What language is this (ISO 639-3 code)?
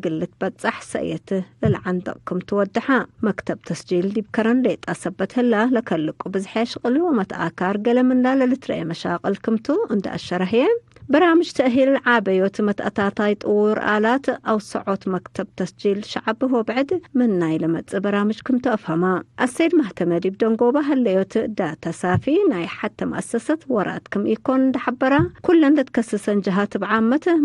tig